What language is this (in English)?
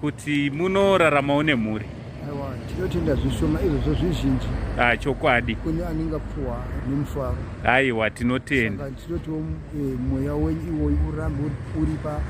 Shona